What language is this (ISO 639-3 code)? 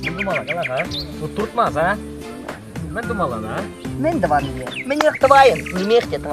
chv